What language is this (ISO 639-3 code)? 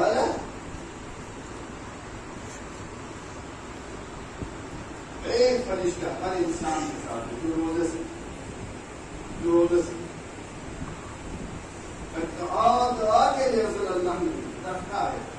urd